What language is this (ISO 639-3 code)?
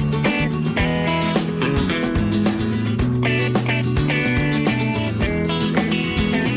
cat